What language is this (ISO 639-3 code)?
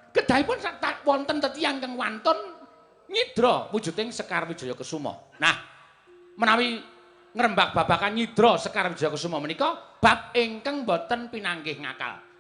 jav